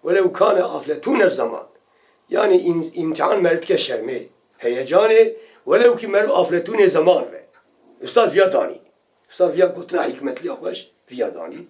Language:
Kurdish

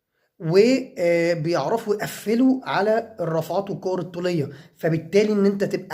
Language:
Egyptian Arabic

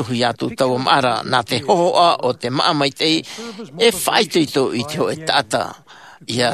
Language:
Tahitian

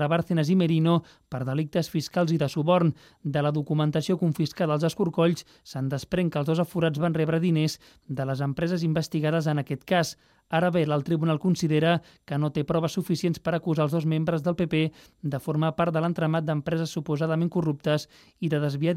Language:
Catalan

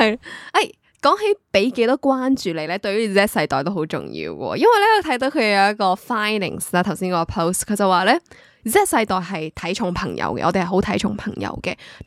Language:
Cantonese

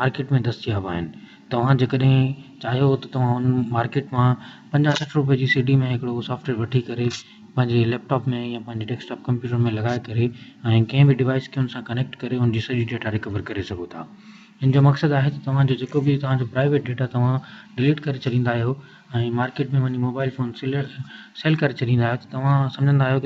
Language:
Sindhi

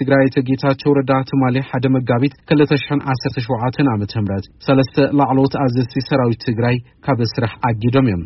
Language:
Tigrinya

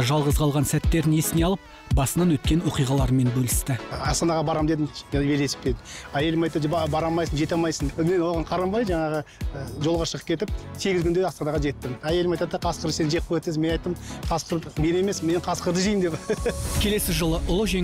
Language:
Kazakh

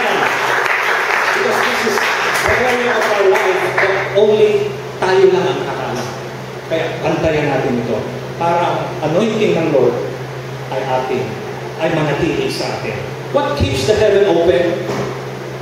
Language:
Filipino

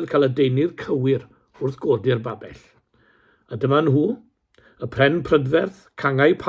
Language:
Welsh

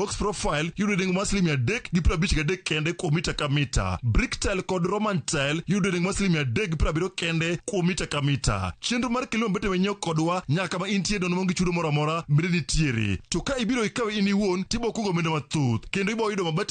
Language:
Luo (Kenya and Tanzania)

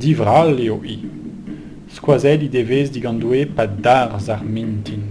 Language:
Breton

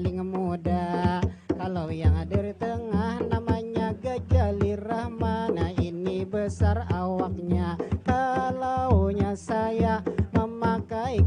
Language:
Banjar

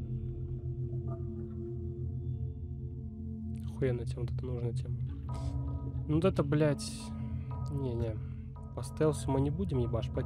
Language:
Russian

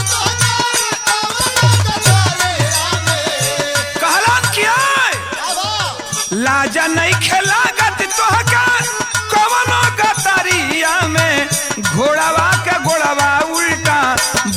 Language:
Bhojpuri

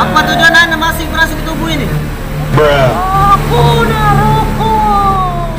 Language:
Musi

